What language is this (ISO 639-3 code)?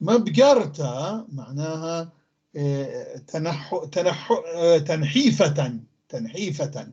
apc